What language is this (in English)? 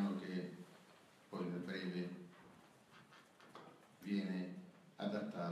Italian